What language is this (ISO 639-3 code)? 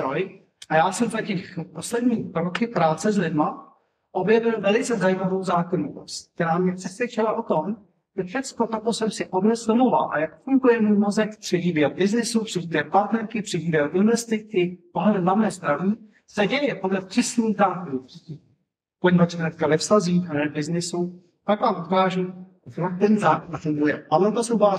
ces